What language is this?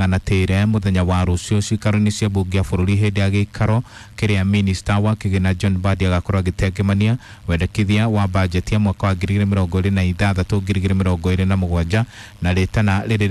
Kikuyu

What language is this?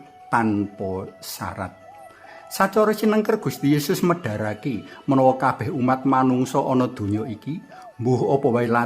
Javanese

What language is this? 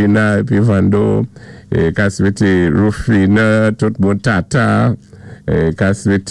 Saint Lucian Creole French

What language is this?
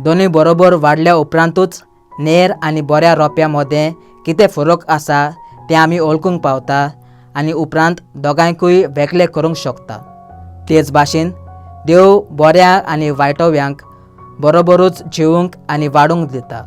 Konkani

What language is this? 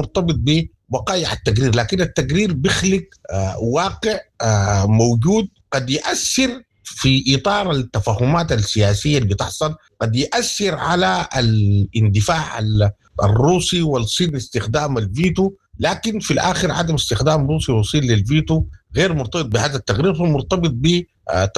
Sudanese Arabic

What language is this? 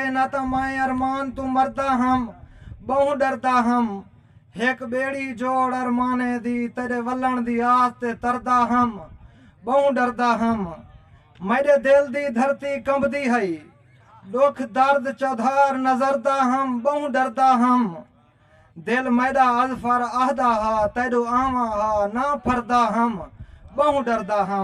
Saraiki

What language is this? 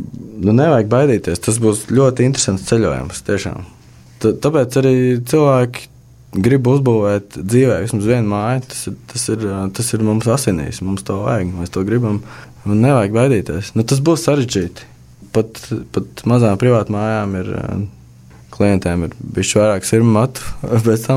Latvian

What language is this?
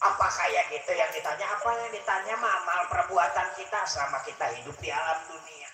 Betawi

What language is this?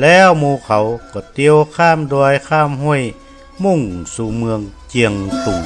Northern Thai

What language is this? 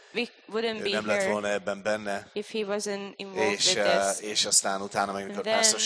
Hungarian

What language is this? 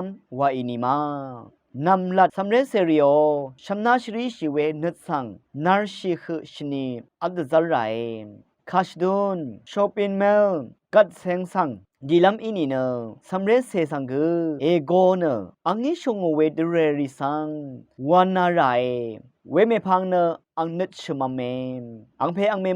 Rawang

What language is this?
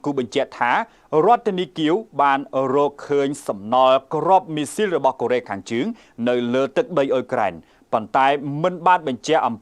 Khmer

